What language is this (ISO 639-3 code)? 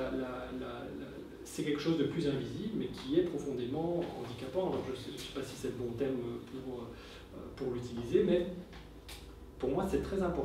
fra